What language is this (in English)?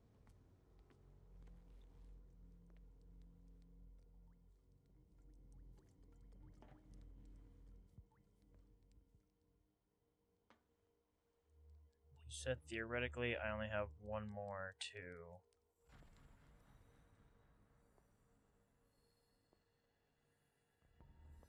English